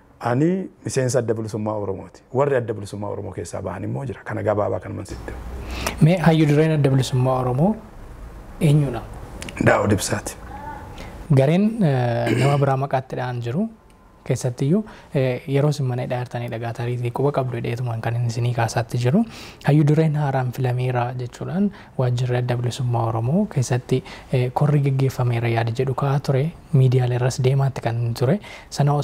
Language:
Oromo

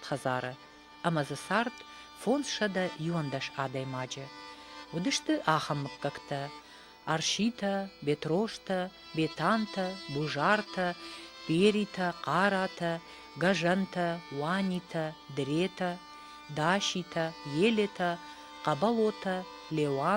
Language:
Ossetic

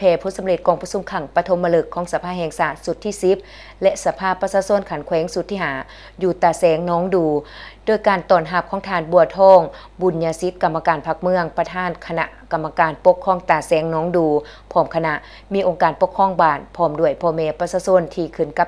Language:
Lao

